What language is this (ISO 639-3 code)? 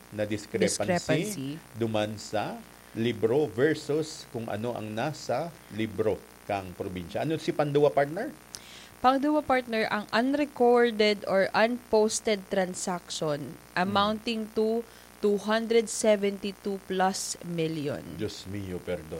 bik